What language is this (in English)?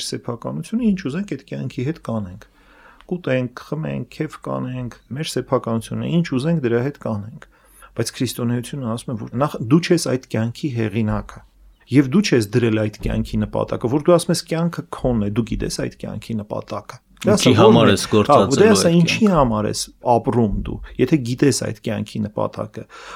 Armenian